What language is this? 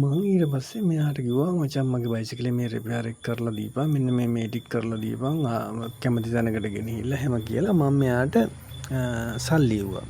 Sinhala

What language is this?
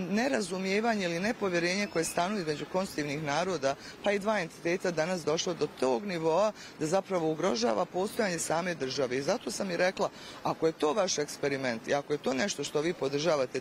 Bosnian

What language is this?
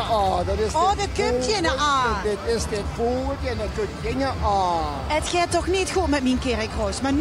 Limburgish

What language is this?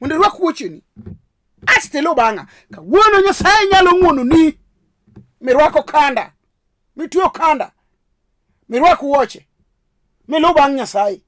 Luo (Kenya and Tanzania)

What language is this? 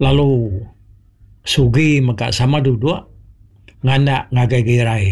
Iban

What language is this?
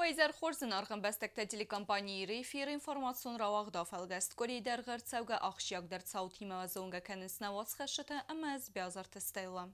Ossetic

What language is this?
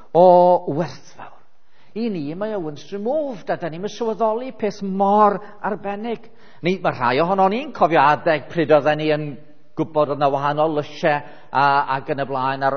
Welsh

